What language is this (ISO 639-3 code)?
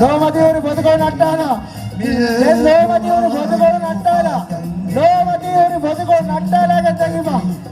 div